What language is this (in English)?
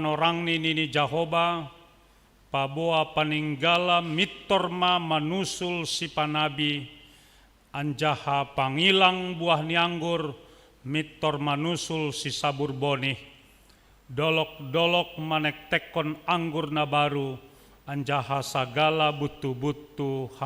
Batak Simalungun